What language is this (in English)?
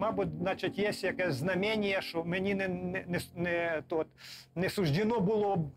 Ukrainian